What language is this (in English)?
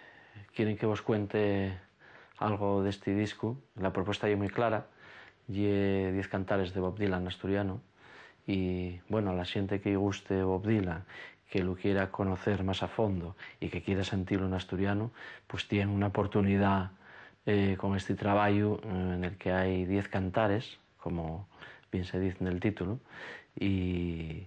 Asturian